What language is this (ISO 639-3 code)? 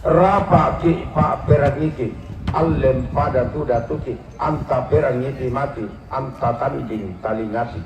sda